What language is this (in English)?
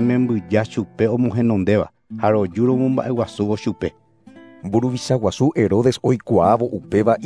Guarani